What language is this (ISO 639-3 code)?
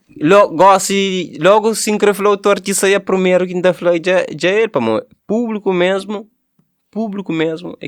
kea